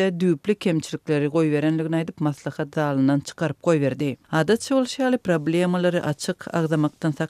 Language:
Turkmen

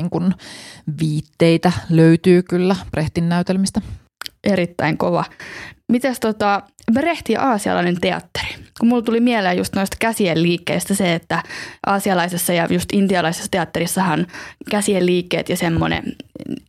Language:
Finnish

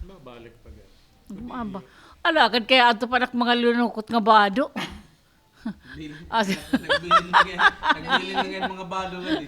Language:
Waray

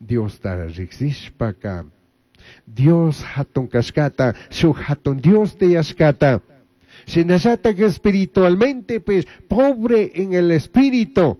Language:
Chimborazo Highland Quichua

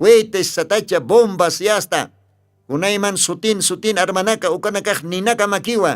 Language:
Aymara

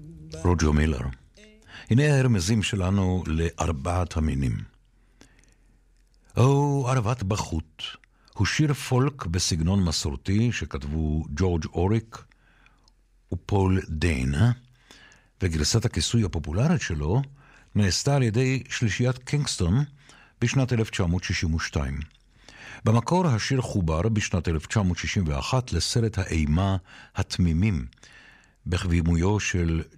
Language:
Hebrew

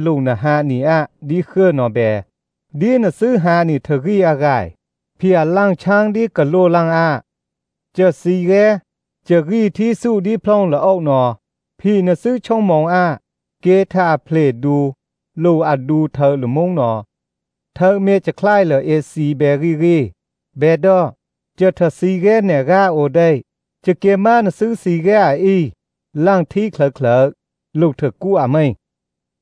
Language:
Thai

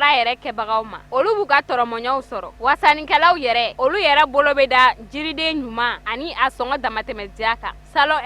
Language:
Bambara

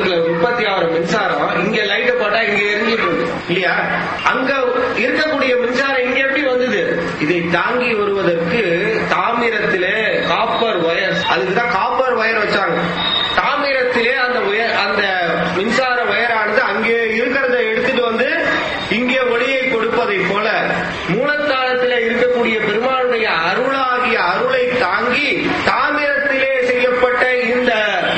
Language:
Tamil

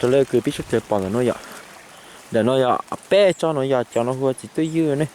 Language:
Hmong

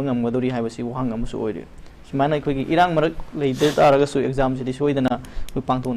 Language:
Manipuri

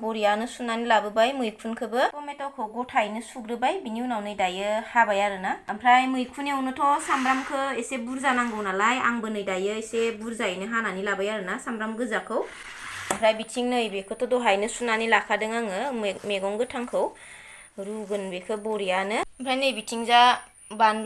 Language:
Bodo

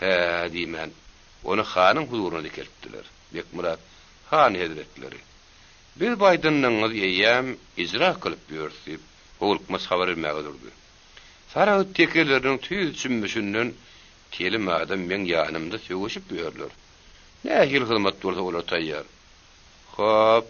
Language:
Turkmen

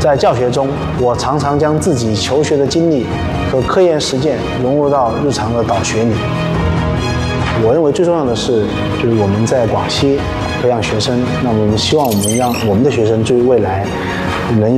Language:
Chinese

